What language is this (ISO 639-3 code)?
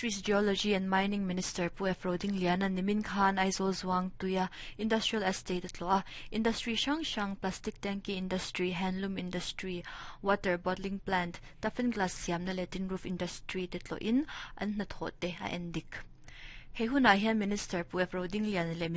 lus